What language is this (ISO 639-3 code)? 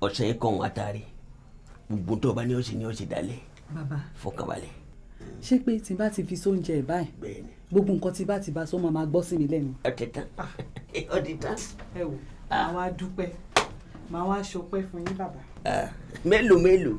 yor